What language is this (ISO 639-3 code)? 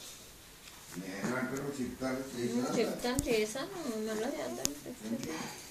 tel